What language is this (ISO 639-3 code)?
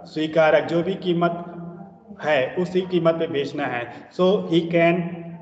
hin